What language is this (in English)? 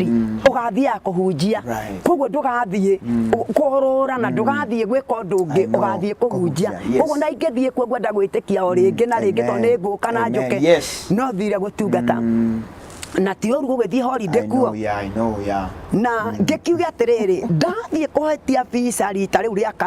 Kikuyu